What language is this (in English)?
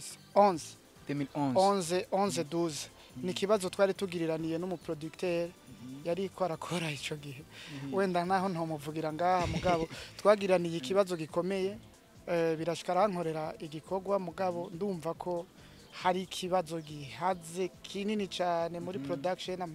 Rundi